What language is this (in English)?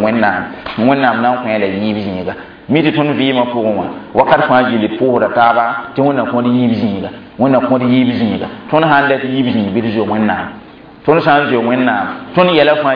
Mossi